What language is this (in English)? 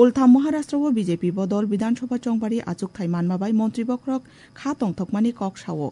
Kok Borok